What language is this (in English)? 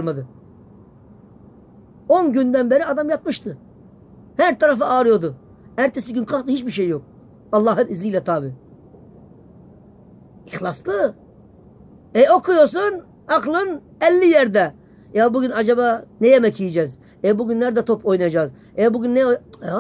Turkish